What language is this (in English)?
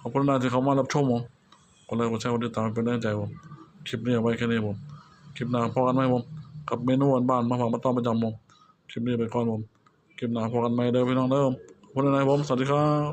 Northeastern Thai